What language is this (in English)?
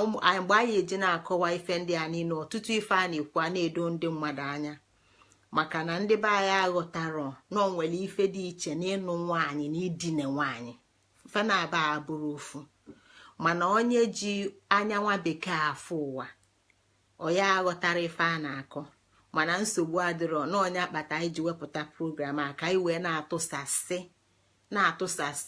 Igbo